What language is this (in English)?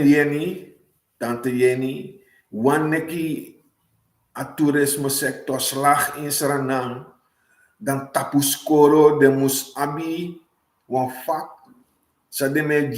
Sranan Tongo